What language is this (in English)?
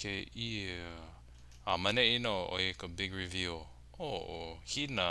Hawaiian